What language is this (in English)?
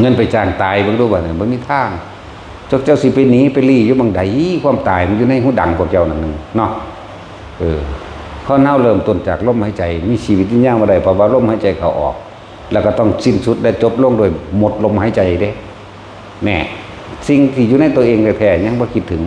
Northeastern Thai